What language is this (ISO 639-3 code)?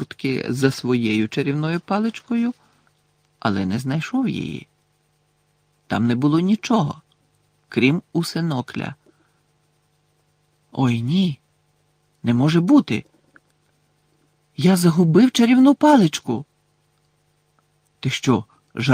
ukr